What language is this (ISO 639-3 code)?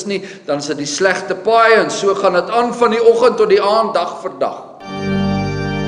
afr